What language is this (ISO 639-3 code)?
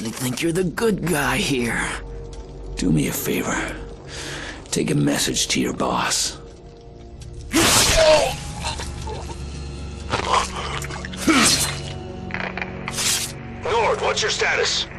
eng